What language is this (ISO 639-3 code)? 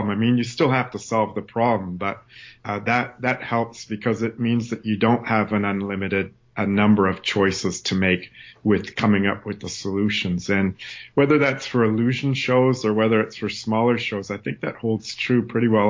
eng